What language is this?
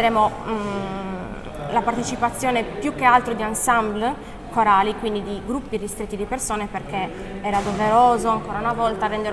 Italian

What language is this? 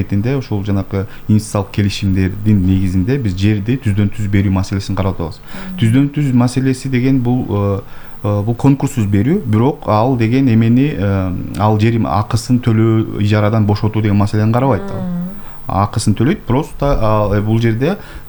Kyrgyz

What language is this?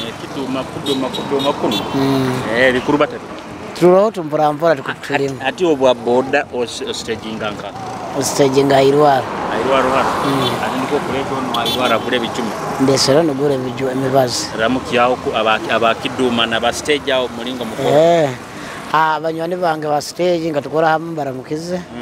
Nyoro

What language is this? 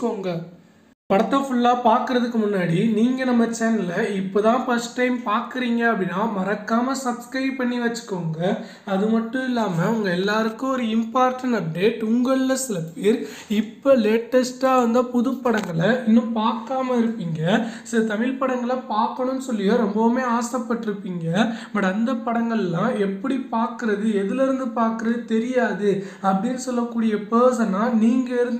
Tamil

